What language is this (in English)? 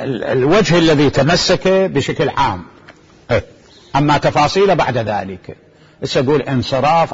Mesopotamian Arabic